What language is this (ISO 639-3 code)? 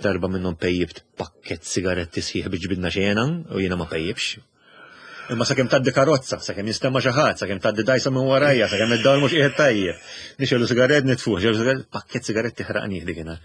mlt